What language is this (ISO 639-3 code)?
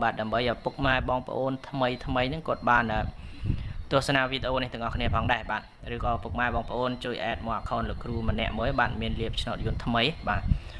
khm